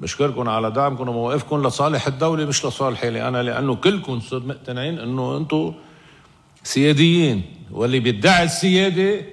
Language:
North Levantine Arabic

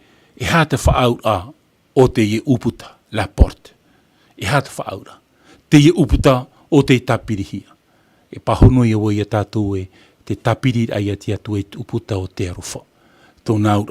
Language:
Tahitian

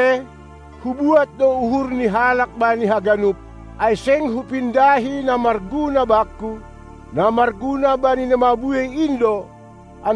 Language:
Batak Simalungun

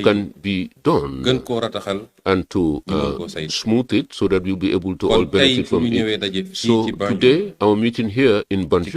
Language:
Wolof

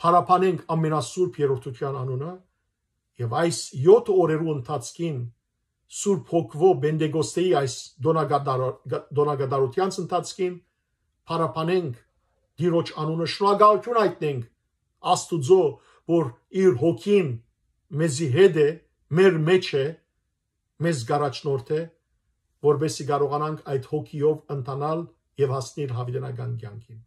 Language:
Western Armenian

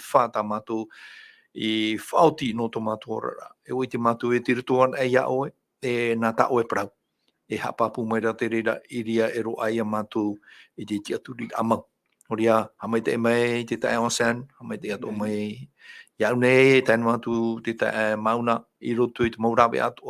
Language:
Tahitian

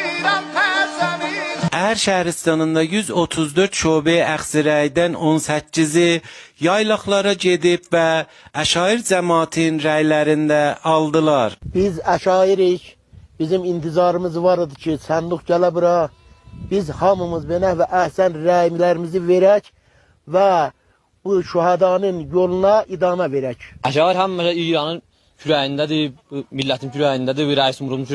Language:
South Azerbaijani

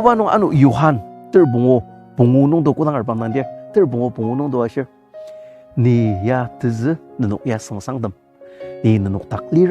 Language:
Ao Naga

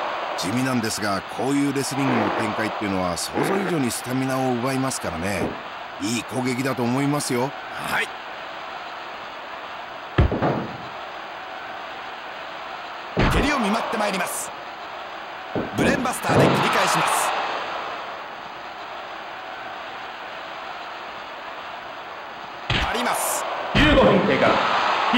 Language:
Japanese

